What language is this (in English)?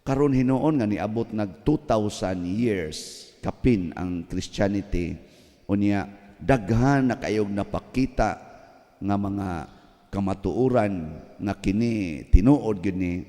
Cebuano